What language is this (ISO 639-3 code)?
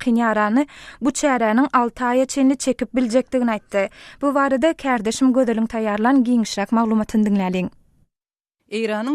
tuk